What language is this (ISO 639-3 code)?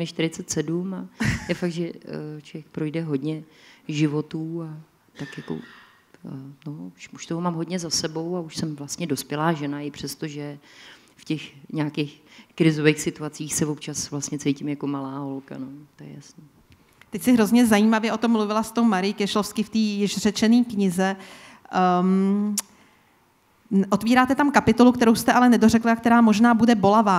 ces